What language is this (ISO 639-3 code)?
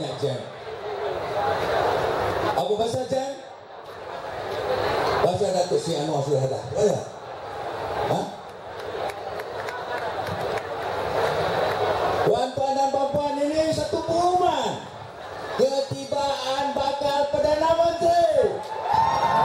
msa